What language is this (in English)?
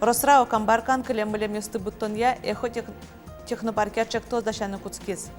Udmurt